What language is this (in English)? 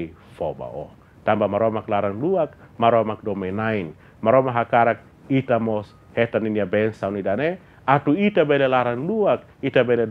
Tetum